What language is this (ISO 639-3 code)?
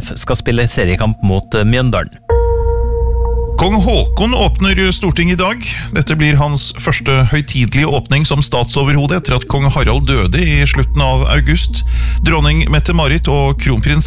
nor